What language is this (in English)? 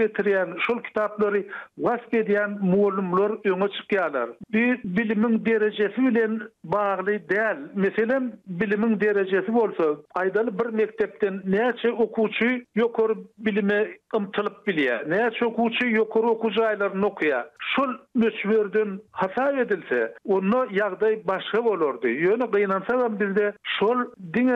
Turkmen